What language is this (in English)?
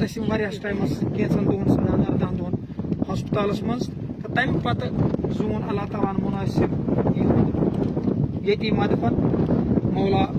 Kashmiri